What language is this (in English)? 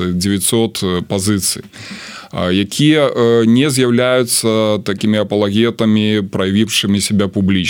Belarusian